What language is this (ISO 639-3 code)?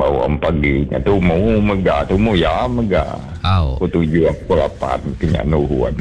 iba